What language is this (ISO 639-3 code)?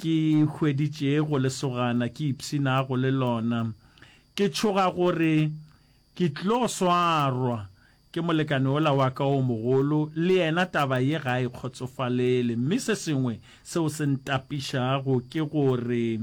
nso